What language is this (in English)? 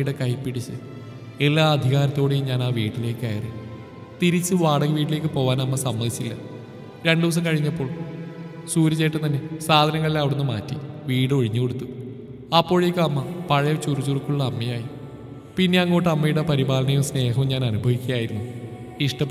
Malayalam